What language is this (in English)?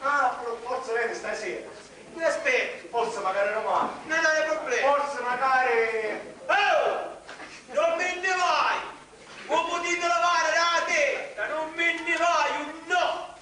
Sicilian